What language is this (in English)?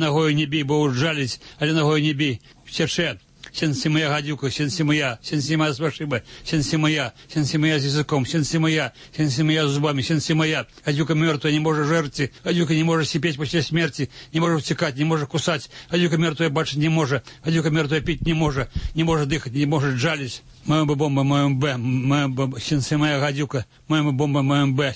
Belarusian